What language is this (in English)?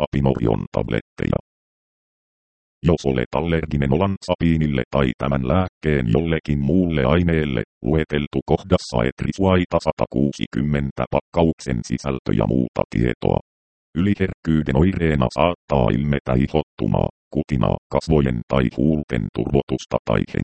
Finnish